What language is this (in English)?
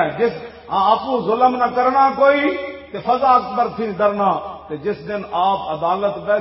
Western Panjabi